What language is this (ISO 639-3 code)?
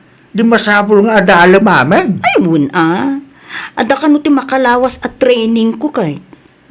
ilo